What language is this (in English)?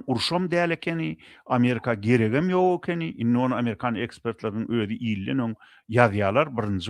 Turkmen